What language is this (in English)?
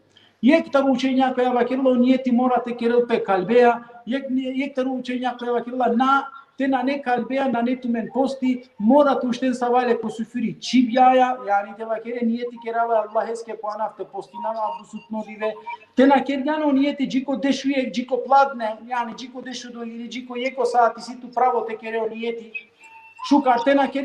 Balkan Romani